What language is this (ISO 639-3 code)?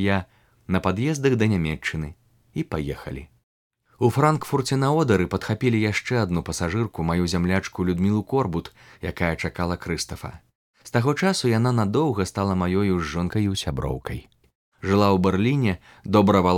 bel